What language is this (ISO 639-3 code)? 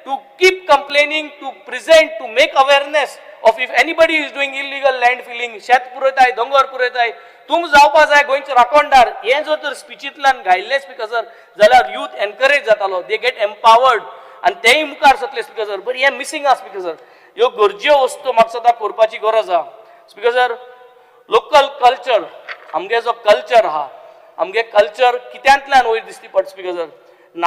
kok